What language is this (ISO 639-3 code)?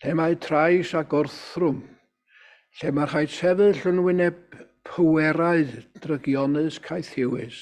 cym